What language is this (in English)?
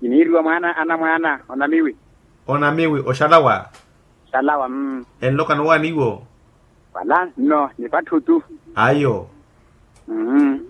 Makhuwa